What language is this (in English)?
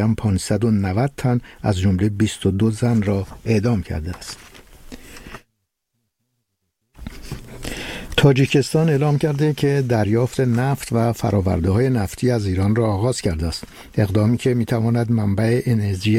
Persian